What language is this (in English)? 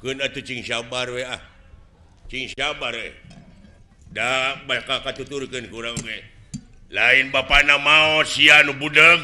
Sundanese